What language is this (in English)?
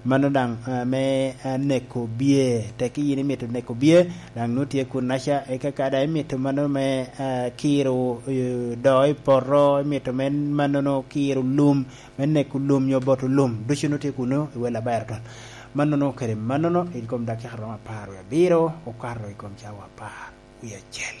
Lango (Uganda)